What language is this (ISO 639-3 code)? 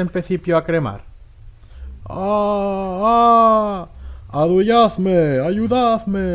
arg